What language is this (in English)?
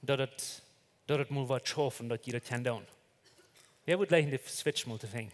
Plautdietsch